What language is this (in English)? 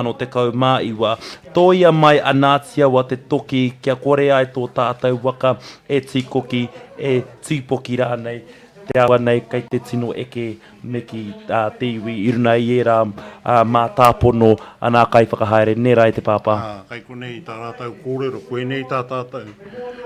Māori